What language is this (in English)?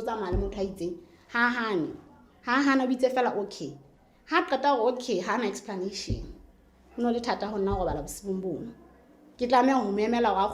Southern Sotho